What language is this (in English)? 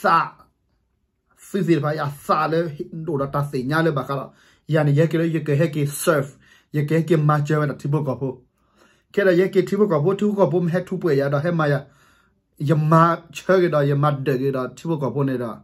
S'gaw Karen